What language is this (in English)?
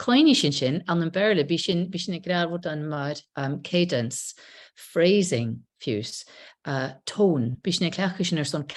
Scottish Gaelic